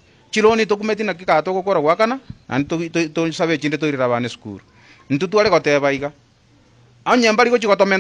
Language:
Gusii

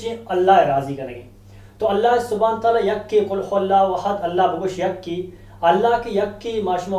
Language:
Eastern Balochi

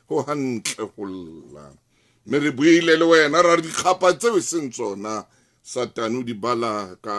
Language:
Southern Sotho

